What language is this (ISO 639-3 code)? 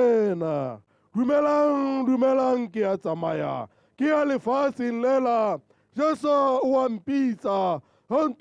tsn